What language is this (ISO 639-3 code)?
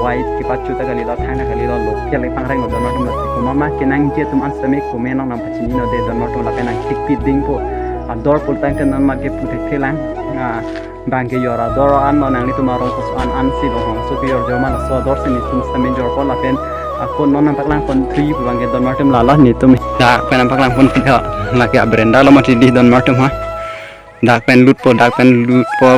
mjw